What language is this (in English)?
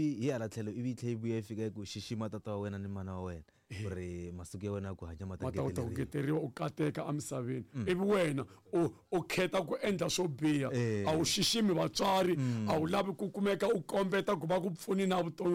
Tsonga